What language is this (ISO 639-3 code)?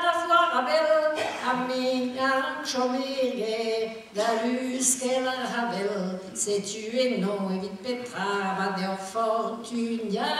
bre